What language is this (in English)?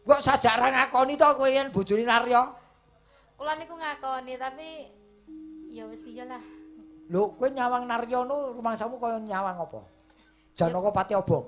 Javanese